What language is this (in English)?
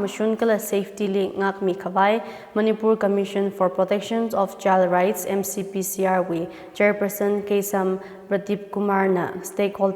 Tangkhul Naga (India)